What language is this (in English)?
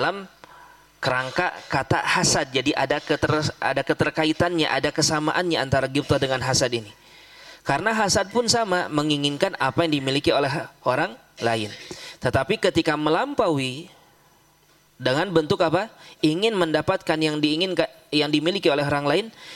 Indonesian